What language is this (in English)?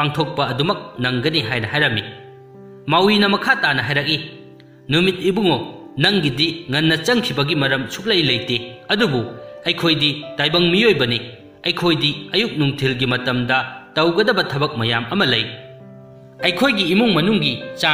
Manipuri